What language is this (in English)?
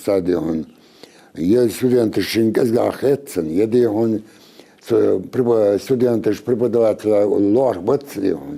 Ingush